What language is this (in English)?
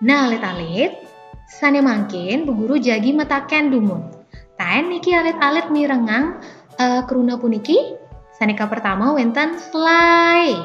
Balinese